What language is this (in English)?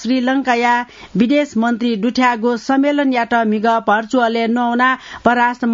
Newari